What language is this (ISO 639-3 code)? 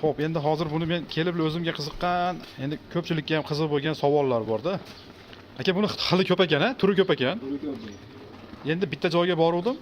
uzb